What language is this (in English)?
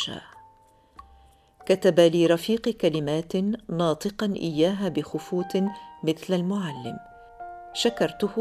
Tunisian Arabic